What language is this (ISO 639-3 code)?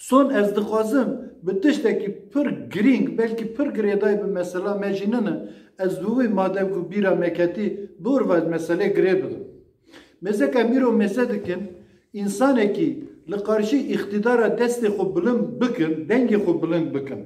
kur